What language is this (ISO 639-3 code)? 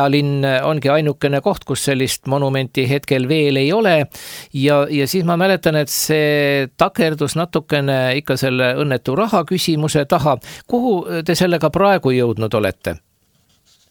est